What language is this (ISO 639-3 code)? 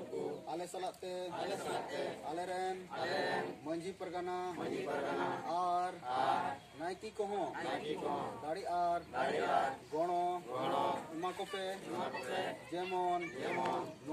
sat